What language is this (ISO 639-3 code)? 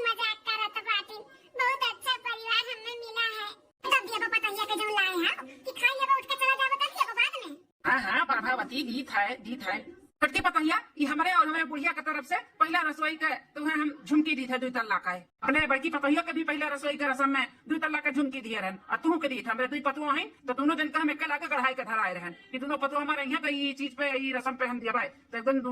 awa